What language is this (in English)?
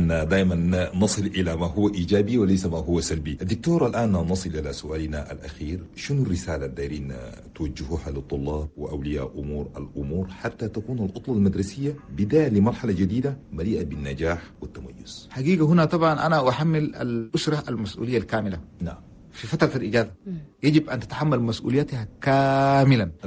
Chadian Arabic